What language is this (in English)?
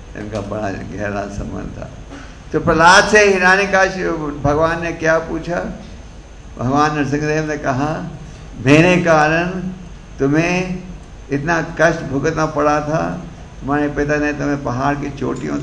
Hindi